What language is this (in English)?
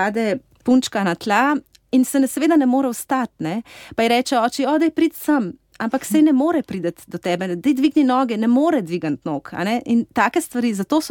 Slovenian